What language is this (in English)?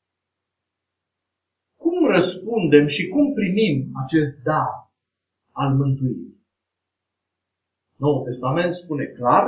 Romanian